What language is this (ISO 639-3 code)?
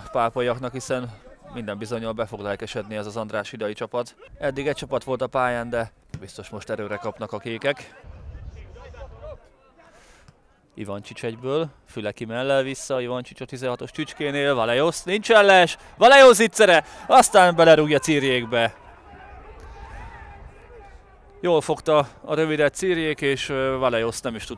hun